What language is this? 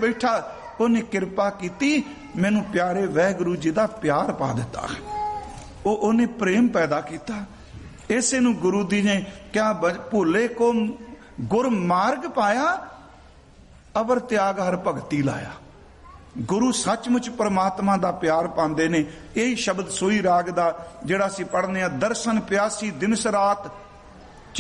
Punjabi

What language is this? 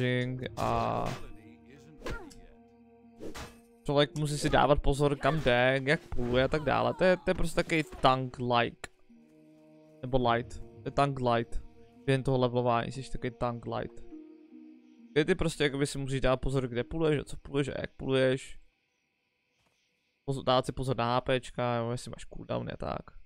Czech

